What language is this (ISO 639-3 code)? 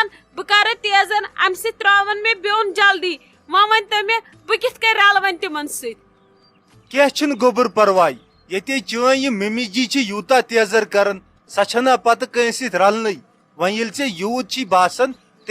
kas